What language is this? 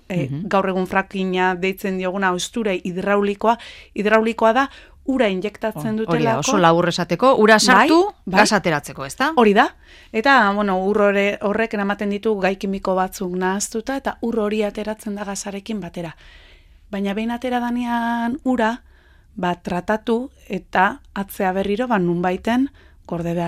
Basque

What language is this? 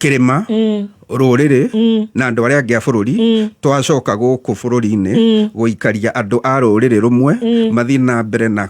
Kikuyu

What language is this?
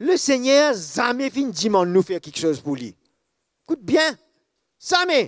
Morisyen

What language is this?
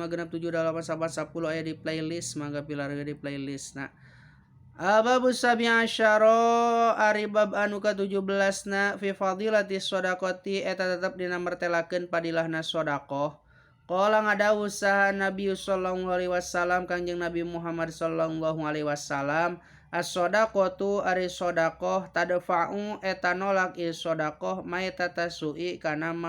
Sundanese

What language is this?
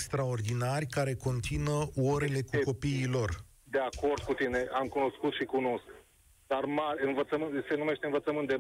Romanian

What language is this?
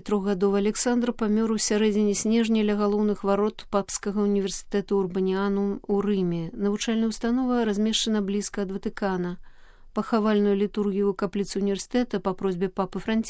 Belarusian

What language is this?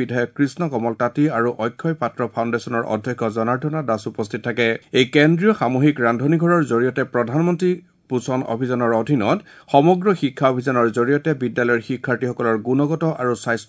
Assamese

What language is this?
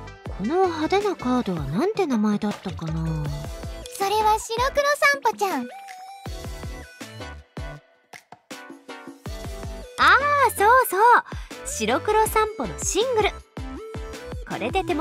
Japanese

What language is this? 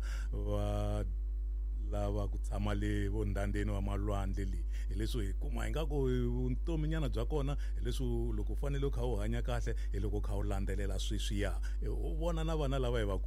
Tsonga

